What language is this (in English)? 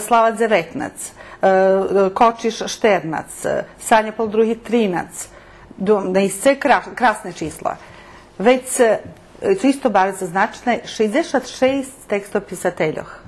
Rusyn